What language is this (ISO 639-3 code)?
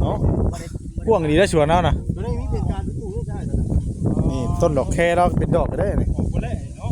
tts